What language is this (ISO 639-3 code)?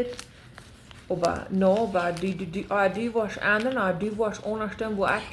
pdt